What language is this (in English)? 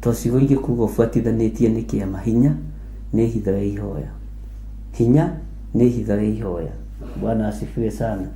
Kikuyu